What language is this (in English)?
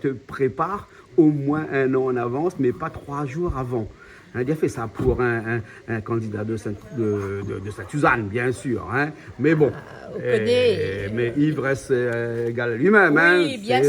Réunion Creole French